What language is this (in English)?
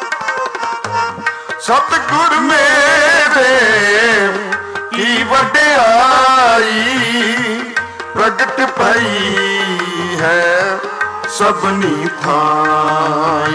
Punjabi